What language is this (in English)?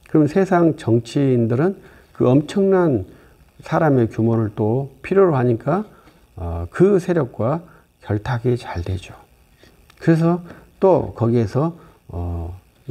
Korean